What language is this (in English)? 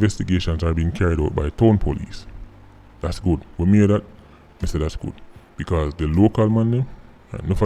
Jamaican Creole English